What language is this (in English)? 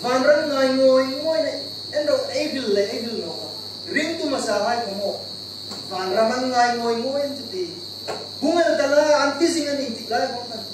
Hmar